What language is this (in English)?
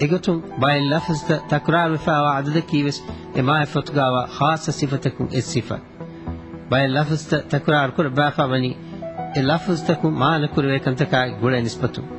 Divehi